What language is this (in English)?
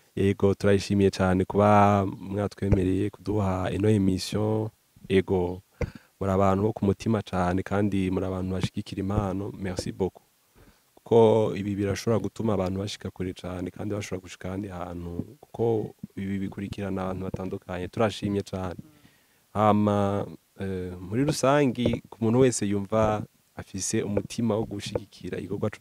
Rundi